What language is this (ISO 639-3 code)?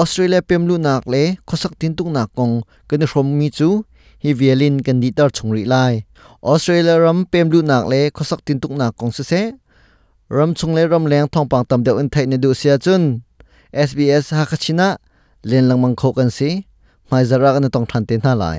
cnh